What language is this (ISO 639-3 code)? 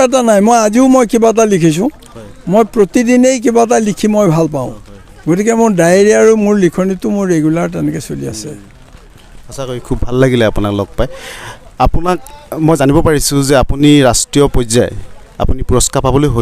asm